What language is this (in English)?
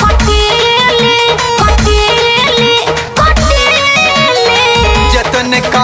Bhojpuri